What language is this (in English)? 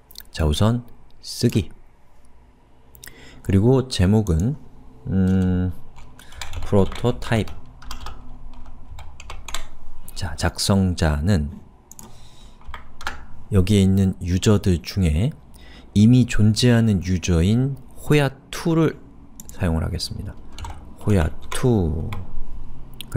Korean